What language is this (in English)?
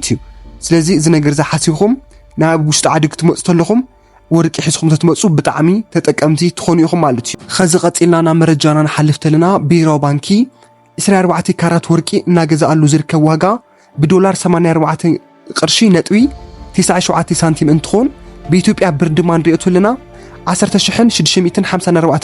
Tigrinya